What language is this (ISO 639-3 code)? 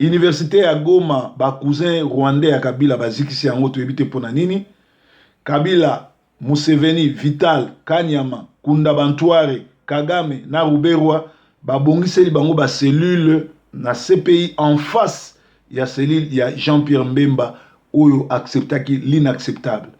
lin